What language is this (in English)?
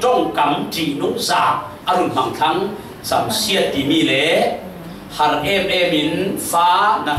Falam Chin